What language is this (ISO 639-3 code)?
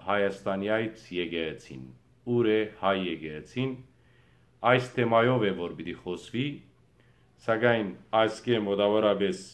hyw